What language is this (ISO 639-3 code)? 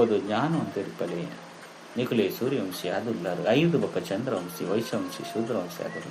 tcy